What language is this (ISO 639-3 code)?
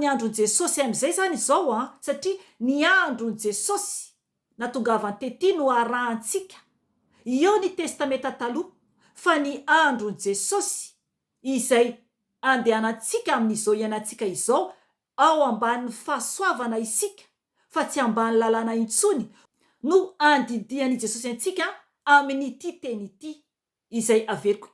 mlg